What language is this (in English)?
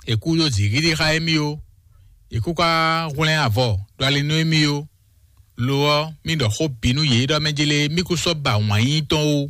Fon